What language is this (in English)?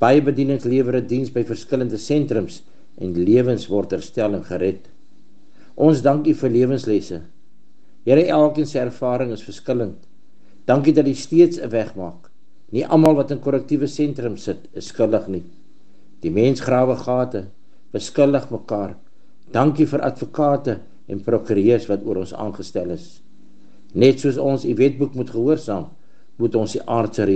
Afrikaans